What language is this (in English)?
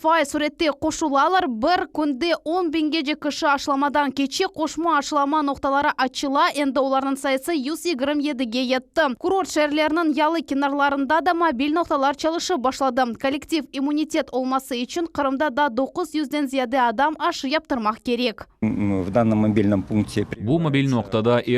Crimean Tatar